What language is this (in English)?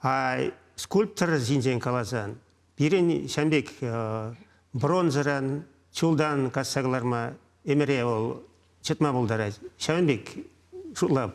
Chuvash